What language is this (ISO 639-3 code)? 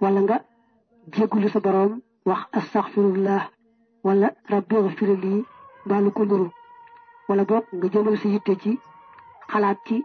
wol